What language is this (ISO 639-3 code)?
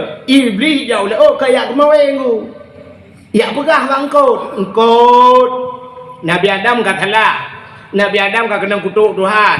ace